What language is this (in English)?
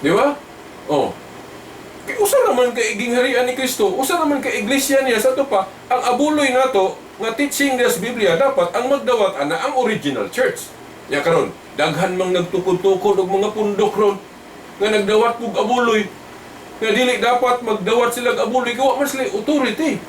Cebuano